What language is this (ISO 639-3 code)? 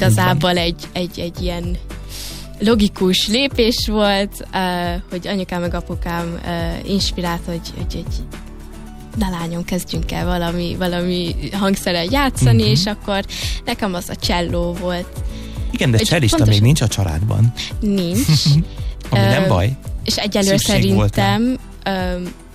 hun